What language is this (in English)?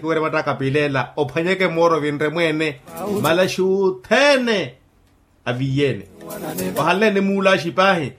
Makhuwa